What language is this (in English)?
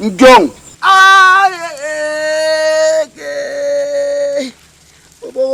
Basaa